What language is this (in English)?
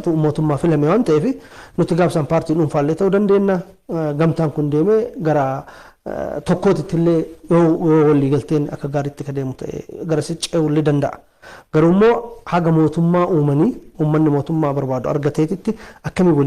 Oromo